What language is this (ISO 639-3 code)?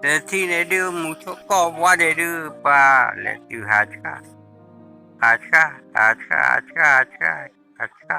ksw